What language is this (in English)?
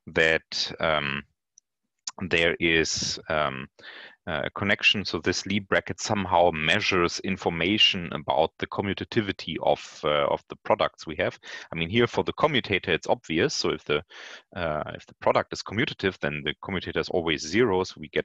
English